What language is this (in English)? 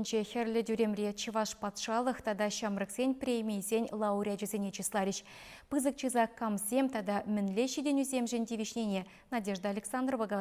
Chuvash